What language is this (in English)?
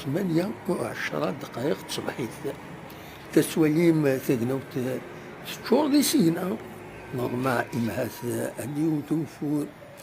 Kabyle